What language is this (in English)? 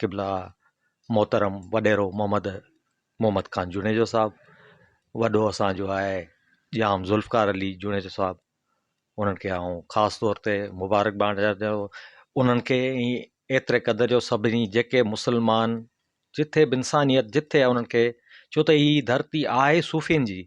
Sindhi